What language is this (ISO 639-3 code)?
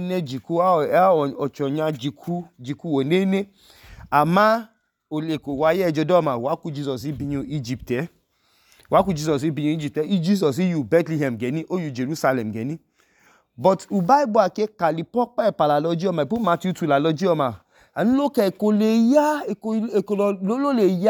idu